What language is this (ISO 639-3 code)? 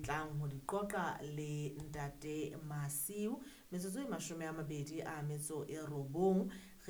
sot